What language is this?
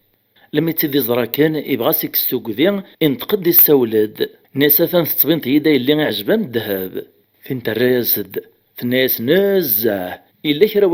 Kabyle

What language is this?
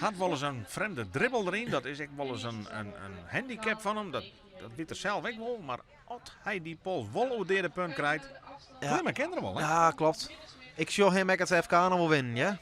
Western Frisian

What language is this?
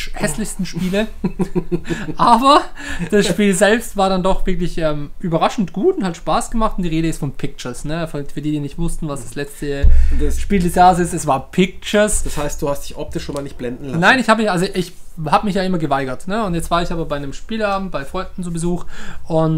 German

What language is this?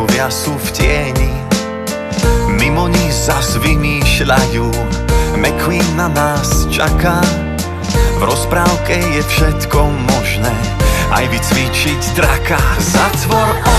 Slovak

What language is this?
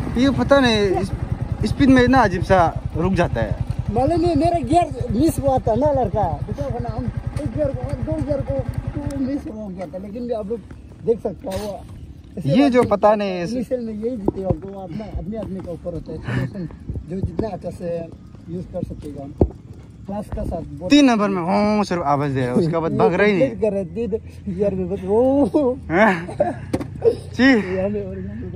Hindi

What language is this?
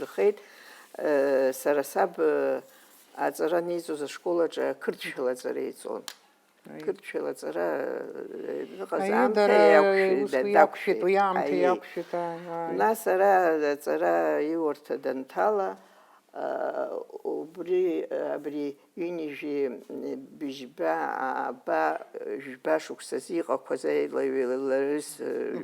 Abkhazian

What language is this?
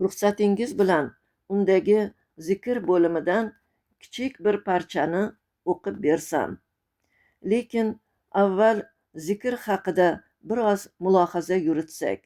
Uzbek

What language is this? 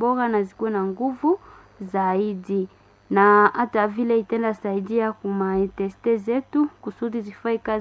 Swahili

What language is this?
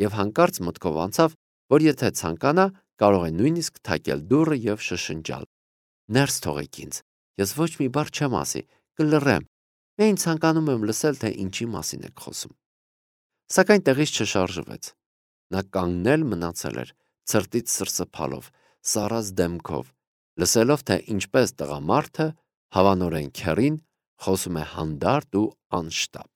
Armenian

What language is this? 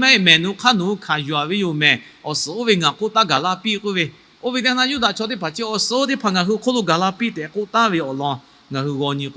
Lahu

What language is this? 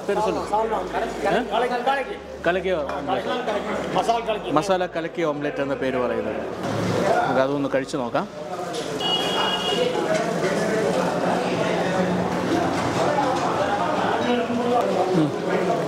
Malayalam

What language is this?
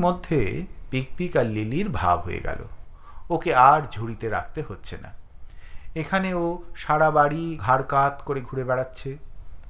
Bangla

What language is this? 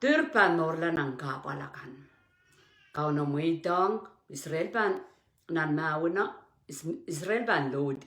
Pohnpeian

